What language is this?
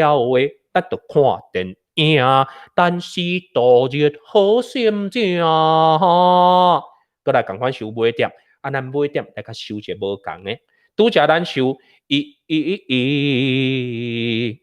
Min Nan Chinese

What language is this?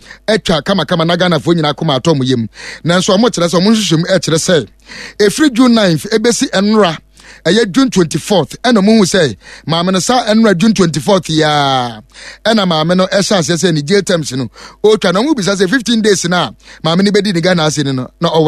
Akan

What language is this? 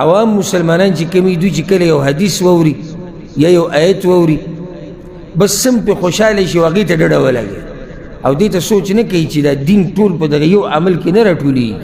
Pashto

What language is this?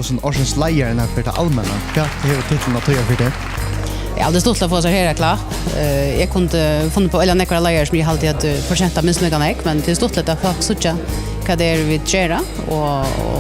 Faroese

